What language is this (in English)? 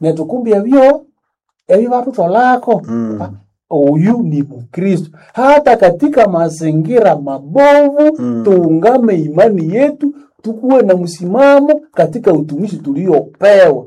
Nande